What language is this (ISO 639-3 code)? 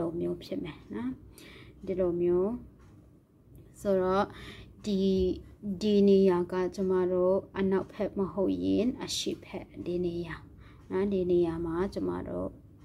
mya